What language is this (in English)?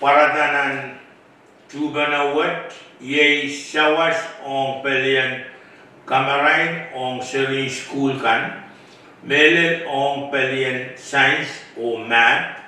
Pohnpeian